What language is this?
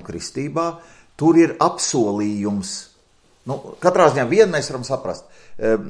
Latvian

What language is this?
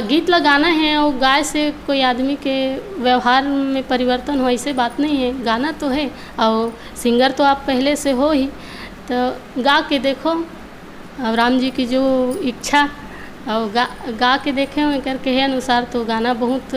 Chhattisgarhi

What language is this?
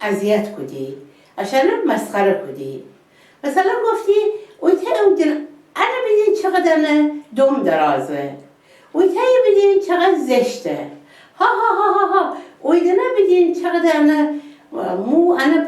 Gilaki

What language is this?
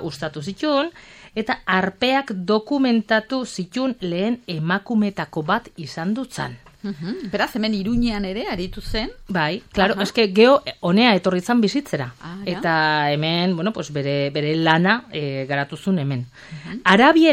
Basque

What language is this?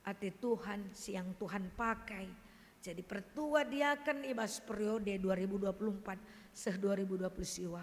Batak Karo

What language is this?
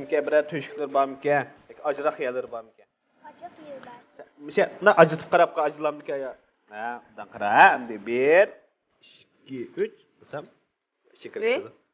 Uyghur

